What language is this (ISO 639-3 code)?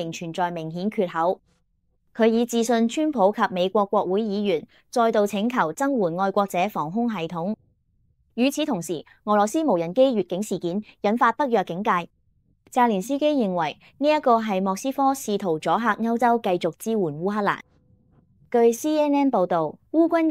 yue